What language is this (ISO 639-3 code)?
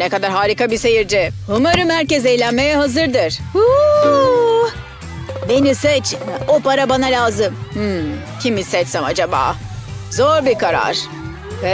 tur